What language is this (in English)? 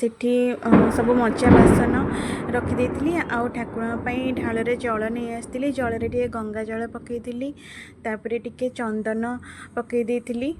Odia